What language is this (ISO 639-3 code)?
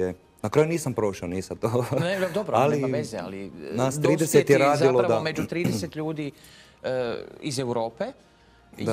hrv